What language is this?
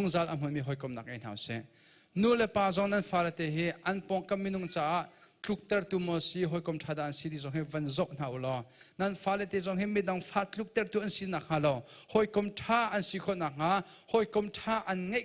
Hakha Chin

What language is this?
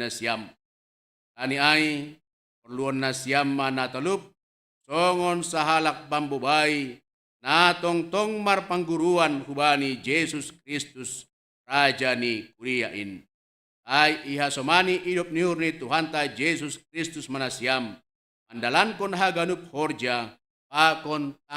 Batak Simalungun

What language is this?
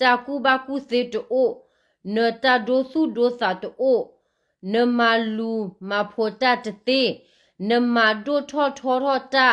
S'gaw Karen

